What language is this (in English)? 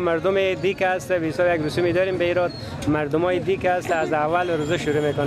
Persian